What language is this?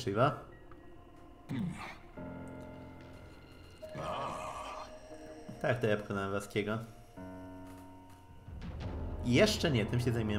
Polish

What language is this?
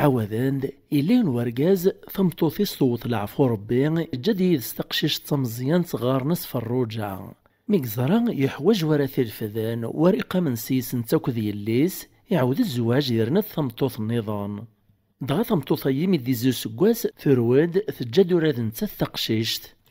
Kabyle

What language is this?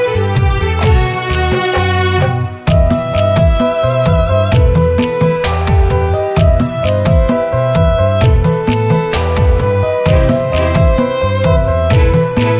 Malayalam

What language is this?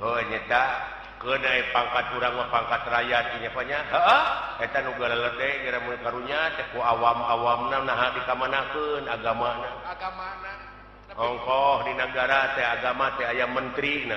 Sundanese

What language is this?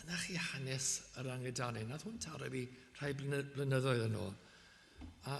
Welsh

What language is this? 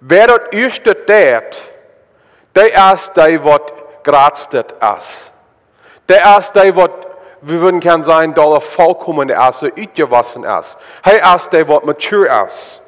Plautdietsch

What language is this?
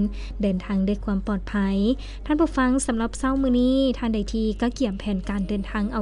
Lao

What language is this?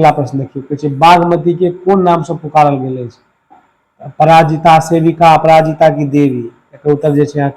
Maithili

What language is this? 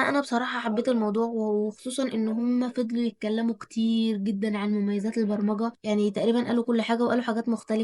Egyptian Arabic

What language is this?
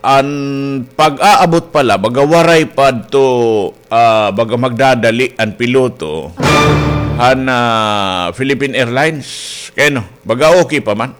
Waray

